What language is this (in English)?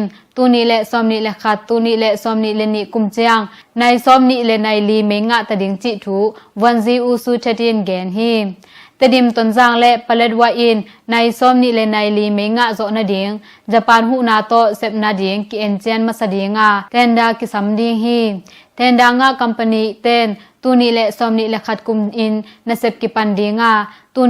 Tedim Chin